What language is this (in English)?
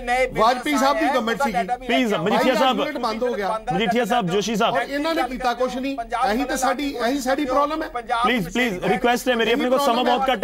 Punjabi